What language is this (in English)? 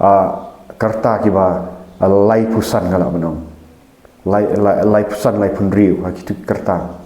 Khasi